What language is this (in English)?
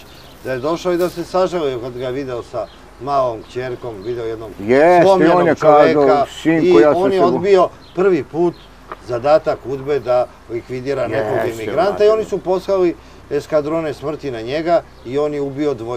Serbian